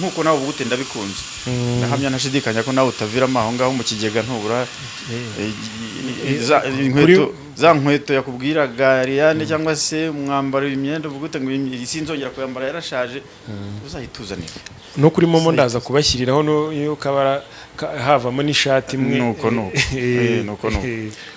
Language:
Kinyarwanda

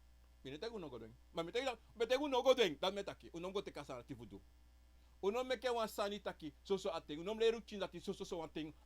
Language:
Sranan Tongo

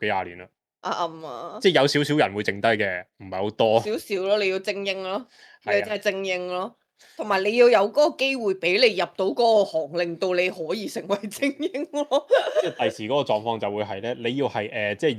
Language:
Cantonese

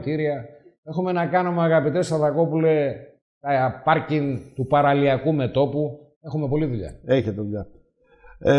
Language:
Greek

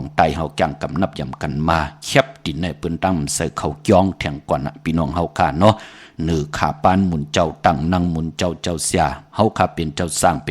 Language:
Shan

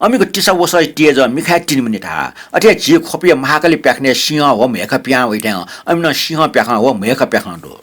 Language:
Newari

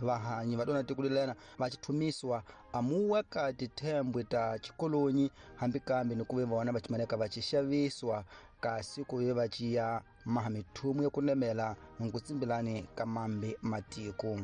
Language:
Tsonga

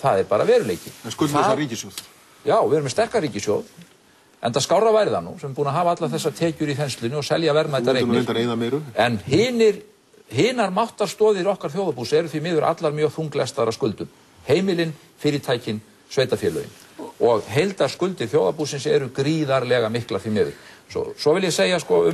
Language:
Icelandic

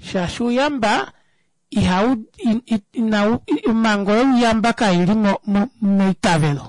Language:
Kuanyama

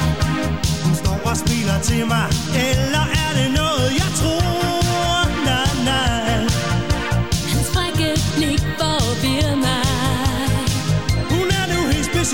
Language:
Danish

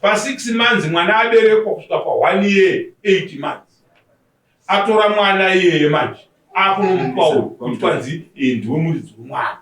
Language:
Shona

